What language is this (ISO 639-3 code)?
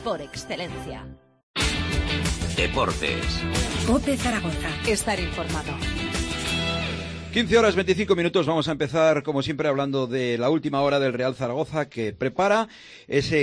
spa